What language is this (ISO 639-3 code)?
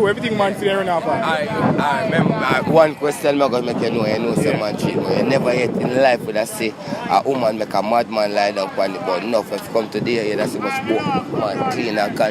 jam